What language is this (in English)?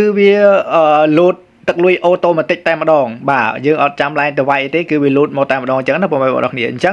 Khmer